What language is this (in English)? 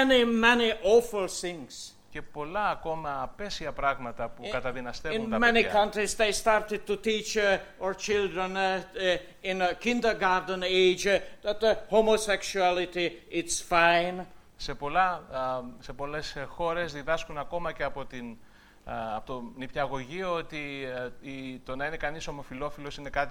Greek